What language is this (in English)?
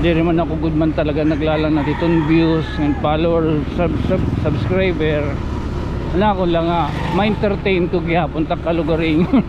Waray